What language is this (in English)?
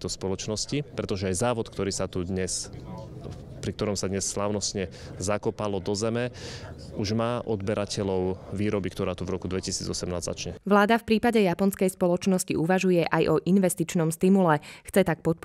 Slovak